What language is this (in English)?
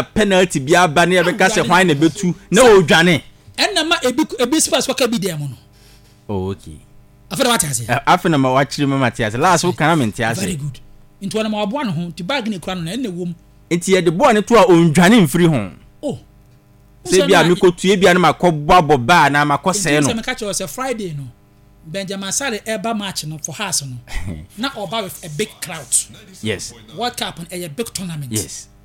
Akan